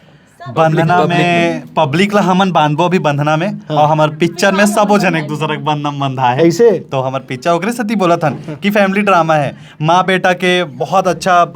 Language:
Chhattisgarhi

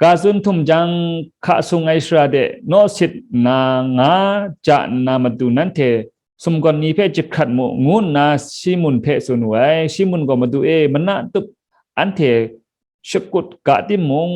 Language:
Kachin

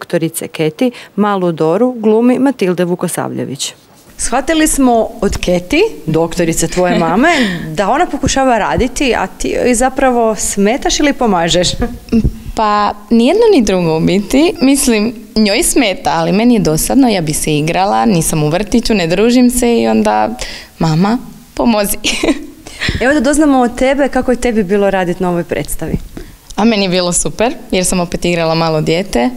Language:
Croatian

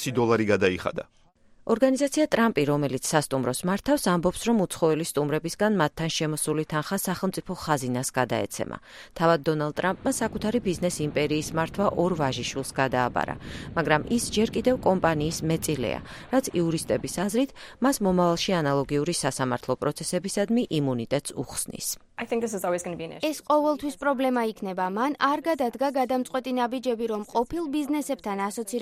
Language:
Georgian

